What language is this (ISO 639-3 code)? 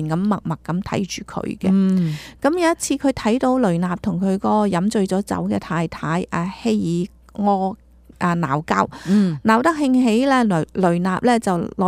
yue